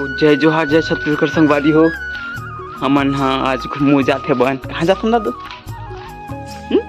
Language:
Chhattisgarhi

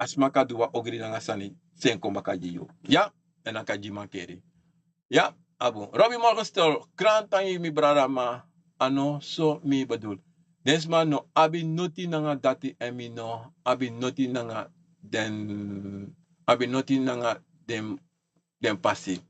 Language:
Sranan Tongo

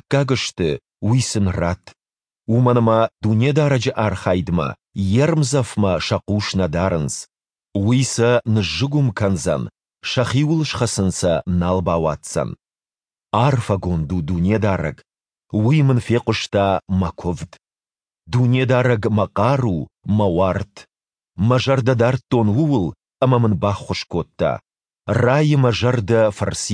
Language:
Ossetic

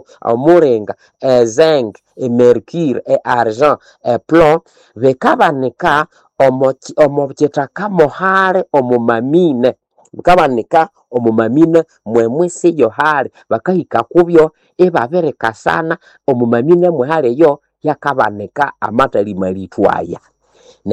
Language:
Nande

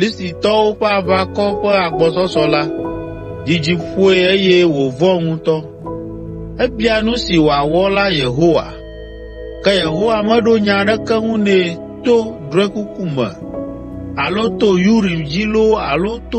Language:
Ewe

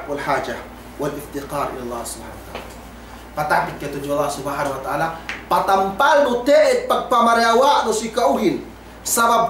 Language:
Yakan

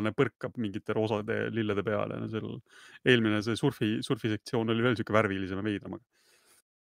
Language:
Estonian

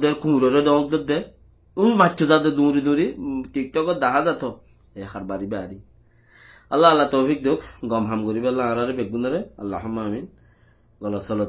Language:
Rohingya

